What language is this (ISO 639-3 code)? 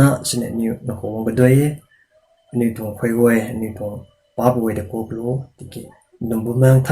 nbu